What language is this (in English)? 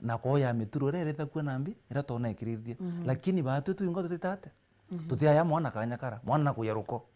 Meru